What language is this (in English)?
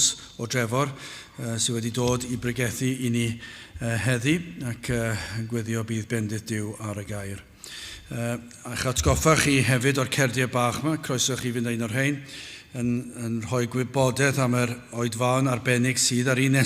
Welsh